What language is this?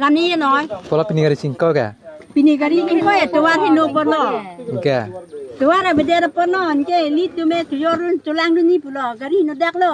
Karbi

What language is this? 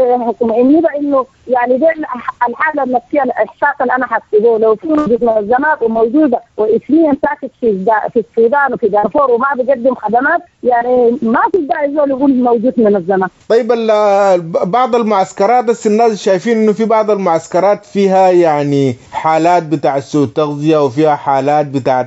Sudanese Arabic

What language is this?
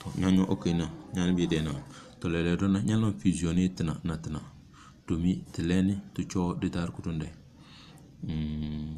Tem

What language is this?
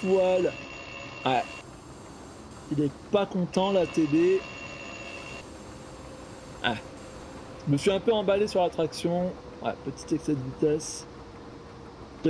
French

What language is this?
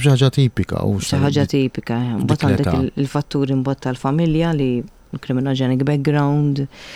Maltese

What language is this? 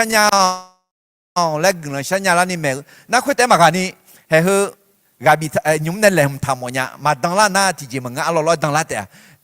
Akha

